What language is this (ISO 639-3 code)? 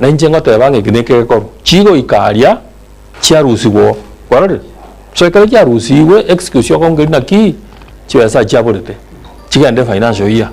guz